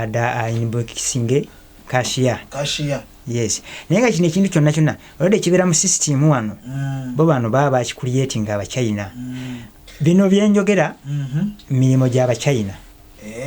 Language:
Ganda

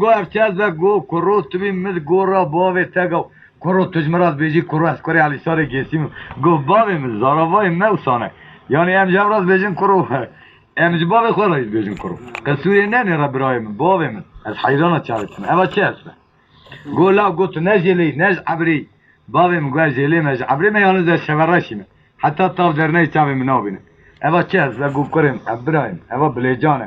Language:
Kurdish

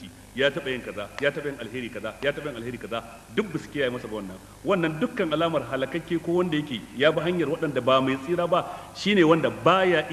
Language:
Hausa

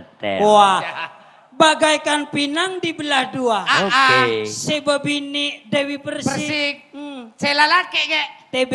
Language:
Madurese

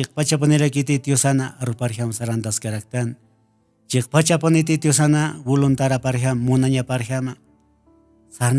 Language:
Aymara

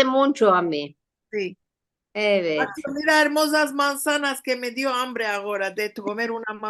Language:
Ladino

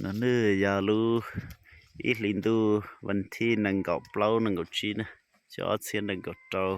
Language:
Hmong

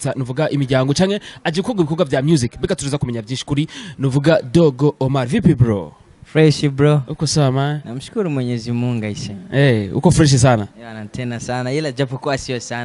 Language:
Rundi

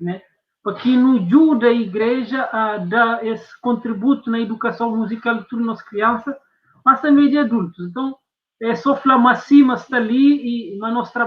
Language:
Kabuverdianu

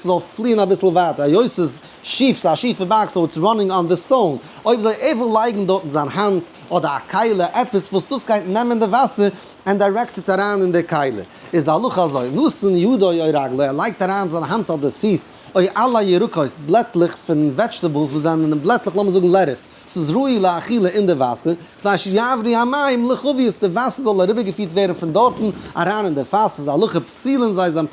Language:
Yiddish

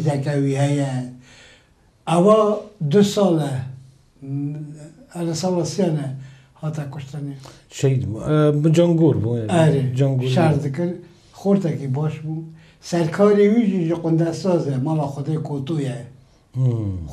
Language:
Kurdish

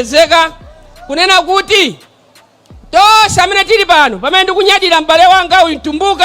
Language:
Nyanja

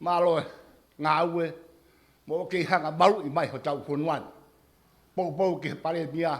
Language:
Tongan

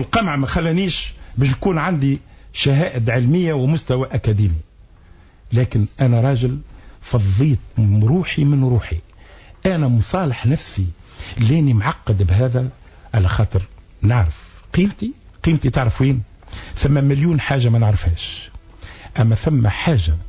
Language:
Tunisian Arabic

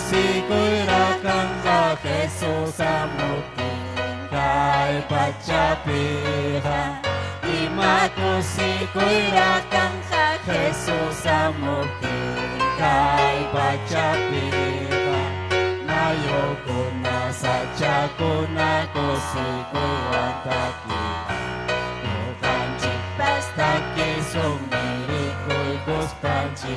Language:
Ayacucho Quechua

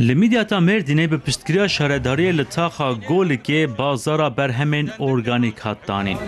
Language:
Kurdish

